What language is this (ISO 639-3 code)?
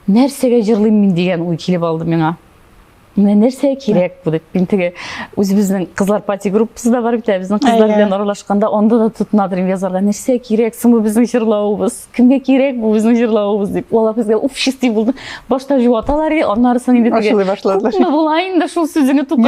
tat